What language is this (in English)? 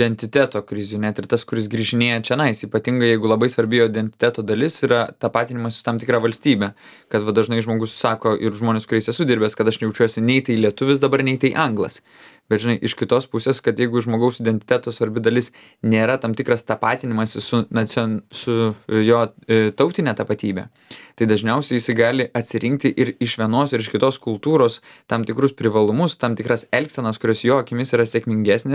Lithuanian